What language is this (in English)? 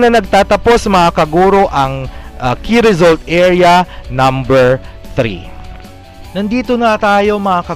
Filipino